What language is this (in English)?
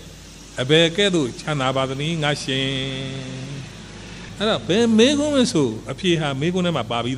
Burmese